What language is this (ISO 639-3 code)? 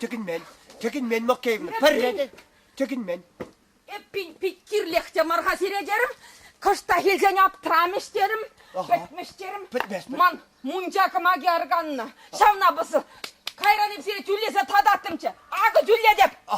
chv